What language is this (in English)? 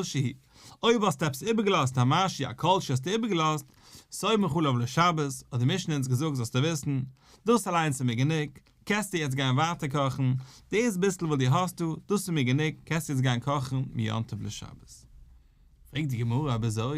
Yiddish